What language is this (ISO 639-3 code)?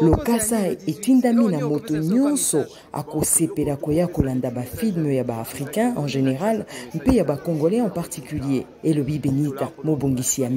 lin